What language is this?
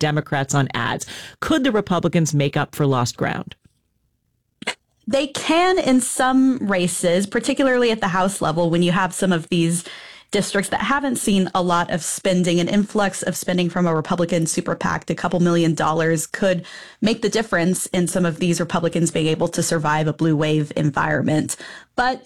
English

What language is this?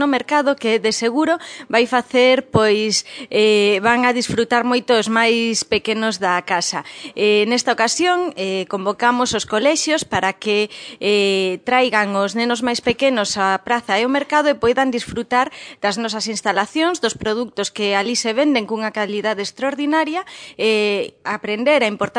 Galician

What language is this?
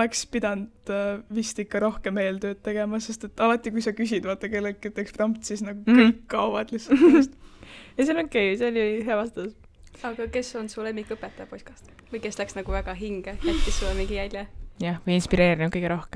Estonian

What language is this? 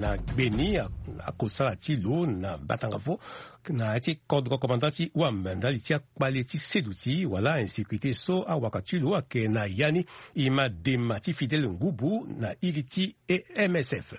Sango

